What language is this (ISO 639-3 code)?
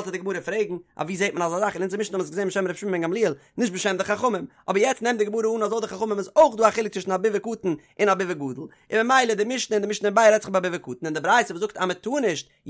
yid